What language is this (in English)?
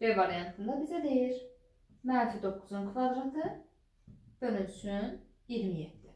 Azerbaijani